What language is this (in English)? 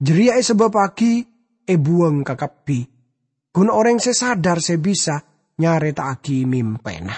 Madurese